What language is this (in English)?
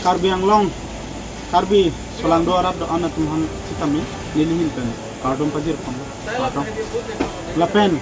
Karbi